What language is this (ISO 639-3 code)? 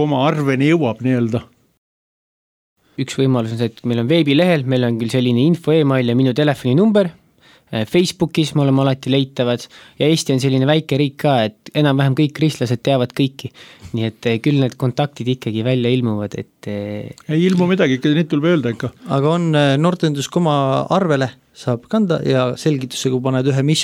est